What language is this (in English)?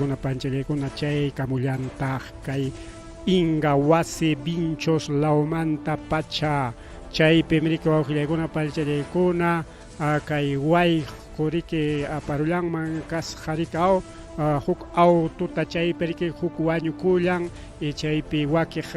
Ayacucho Quechua